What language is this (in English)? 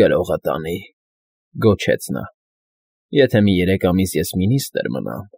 Armenian